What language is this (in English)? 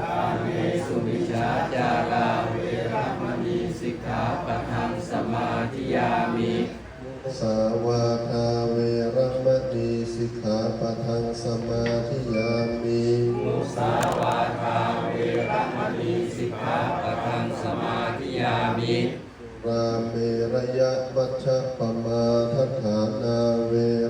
Pali